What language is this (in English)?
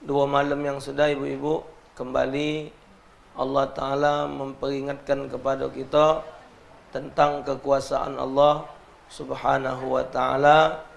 Musi